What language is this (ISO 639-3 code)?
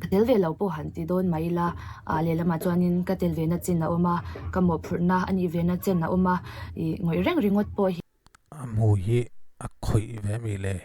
lus